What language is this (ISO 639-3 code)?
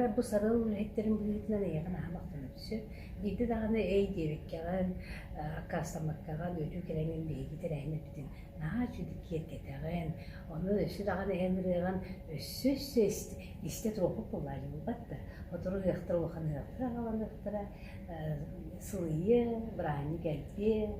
sah